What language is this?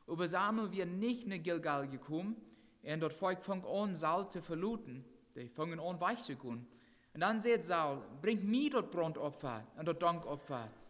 Plautdietsch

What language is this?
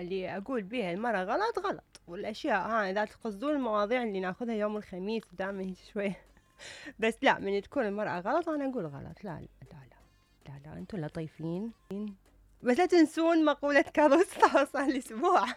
Mesopotamian Arabic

